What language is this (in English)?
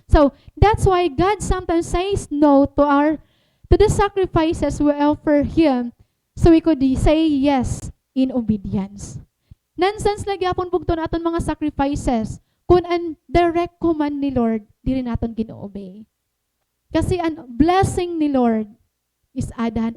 Waray